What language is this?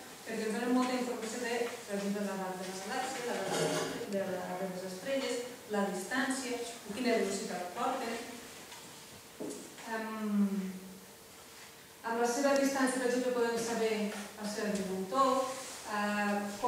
Catalan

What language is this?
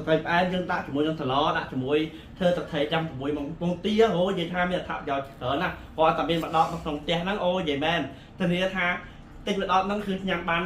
Khmer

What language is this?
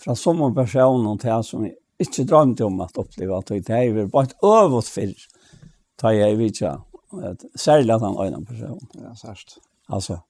Faroese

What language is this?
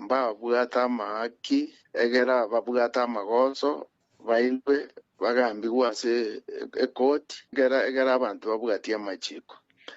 Gusii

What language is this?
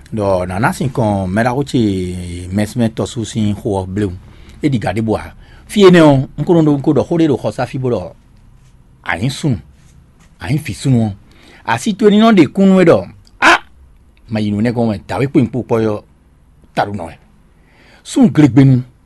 Fon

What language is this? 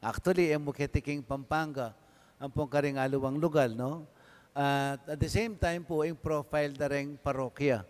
Pampanga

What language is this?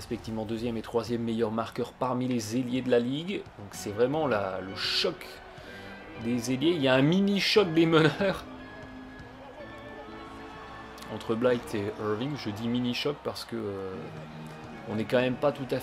French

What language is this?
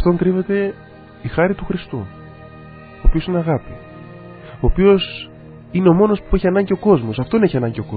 Greek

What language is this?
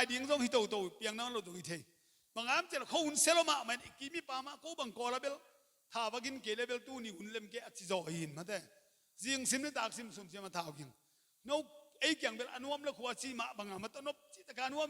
Tedim Chin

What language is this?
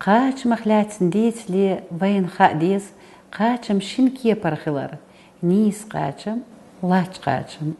Chechen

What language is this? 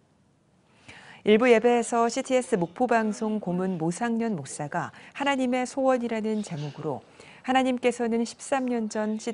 Korean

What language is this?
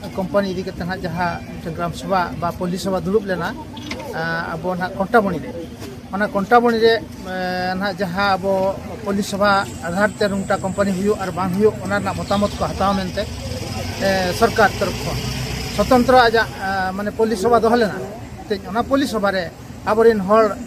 Santali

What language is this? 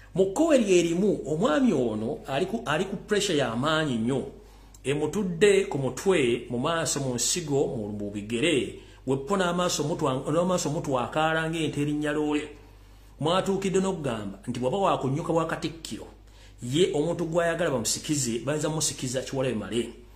Ganda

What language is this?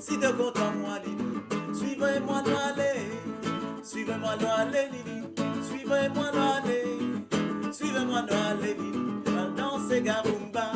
Morisyen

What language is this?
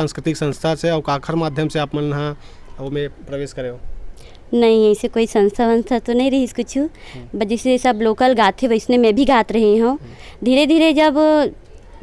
Chhattisgarhi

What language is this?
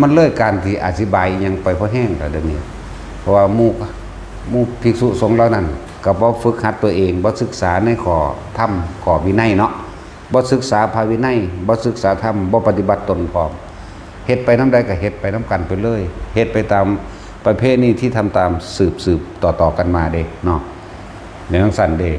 Northeastern Thai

